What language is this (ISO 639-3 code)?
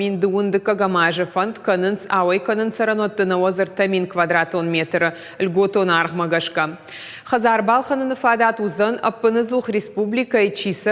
oss